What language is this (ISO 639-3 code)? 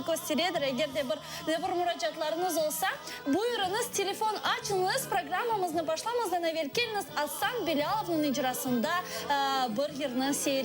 crh